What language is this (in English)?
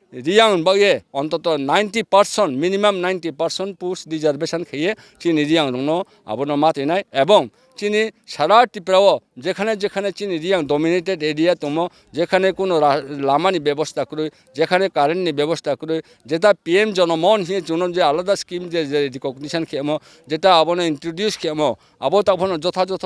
Riang (India)